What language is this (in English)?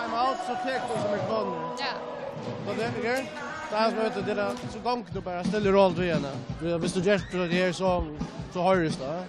Faroese